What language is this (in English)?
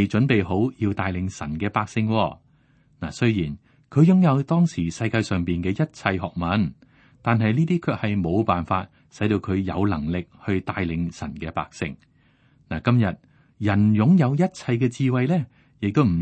Cantonese